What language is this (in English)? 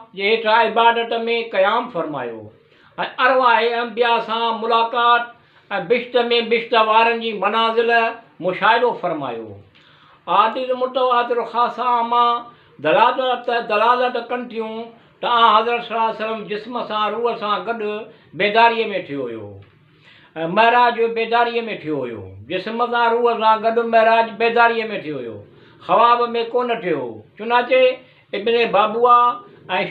Sindhi